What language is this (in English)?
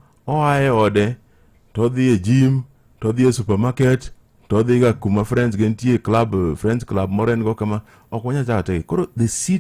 Luo (Kenya and Tanzania)